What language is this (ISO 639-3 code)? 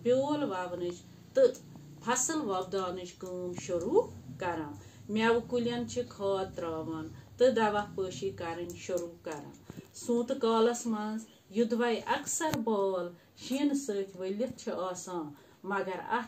kas